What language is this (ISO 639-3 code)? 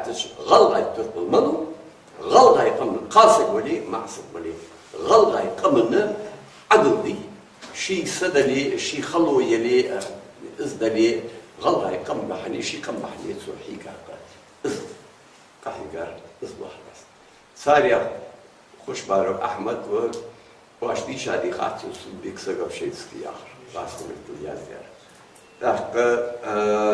inh